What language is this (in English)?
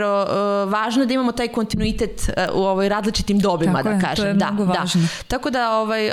Serbian